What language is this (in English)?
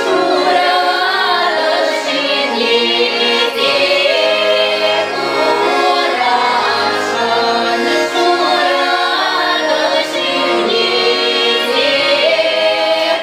Chuvash